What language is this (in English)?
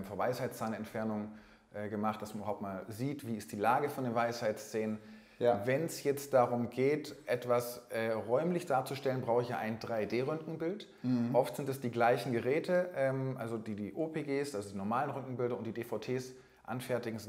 German